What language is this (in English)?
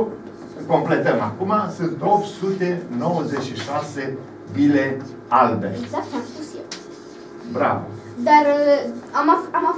Romanian